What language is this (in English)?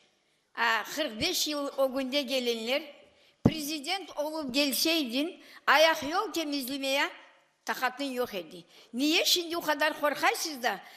Crimean Tatar